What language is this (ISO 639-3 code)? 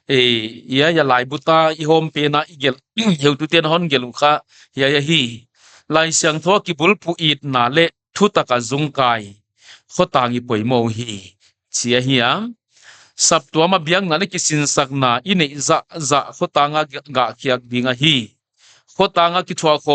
pck